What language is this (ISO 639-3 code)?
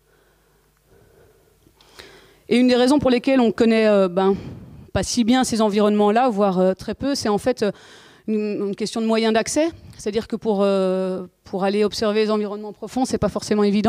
fra